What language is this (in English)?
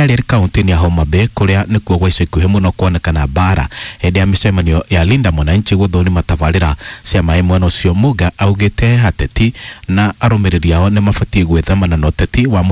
Kikuyu